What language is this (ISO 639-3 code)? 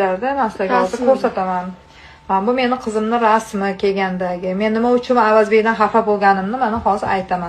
uzb